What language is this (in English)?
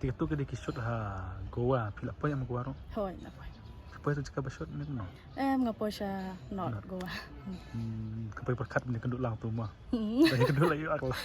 Khasi